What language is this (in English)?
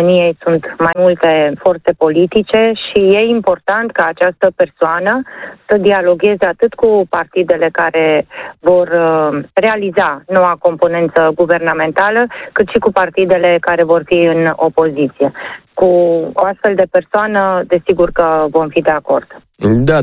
Romanian